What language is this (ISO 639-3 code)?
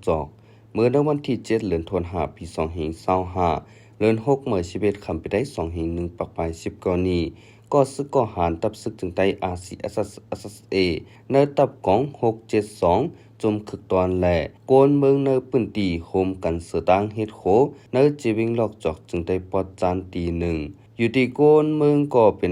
shn